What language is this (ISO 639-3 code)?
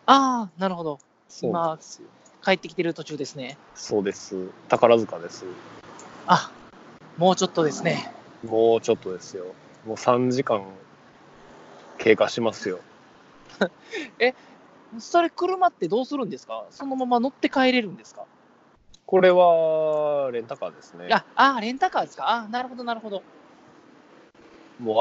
jpn